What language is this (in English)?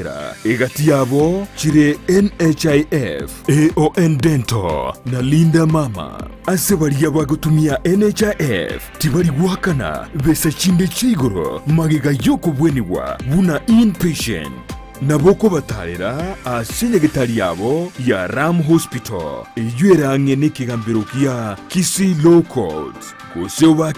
Gusii